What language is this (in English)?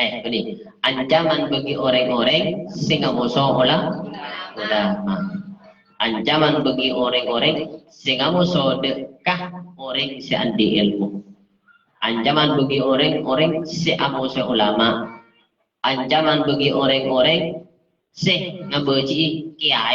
Madurese